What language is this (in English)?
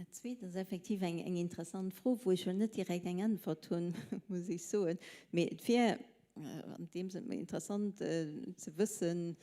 Luxembourgish